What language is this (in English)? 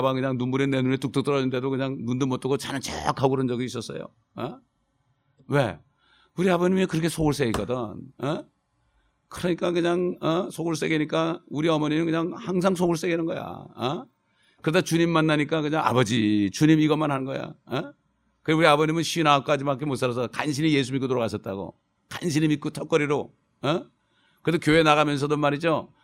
Korean